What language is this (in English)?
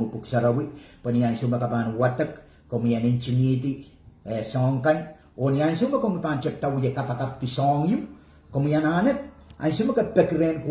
Pohnpeian